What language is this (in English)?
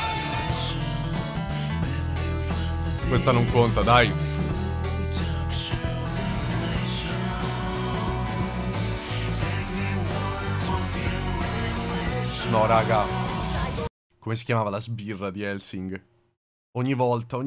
Italian